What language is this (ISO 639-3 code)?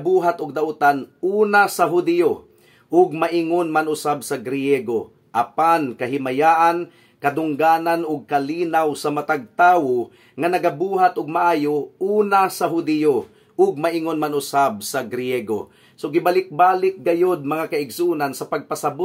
ceb